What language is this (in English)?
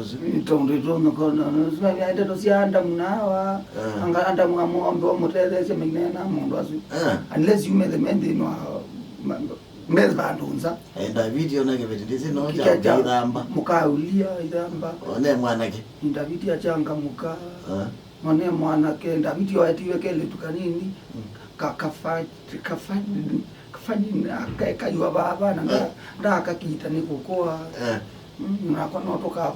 Kamba